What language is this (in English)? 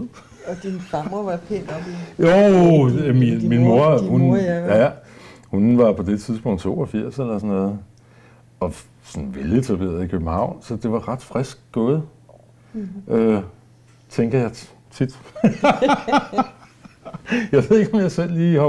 Danish